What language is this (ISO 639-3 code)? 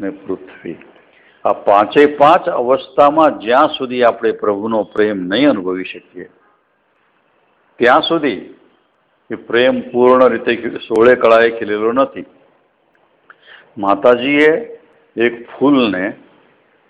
guj